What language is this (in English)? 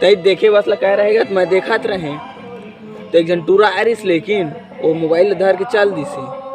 Chhattisgarhi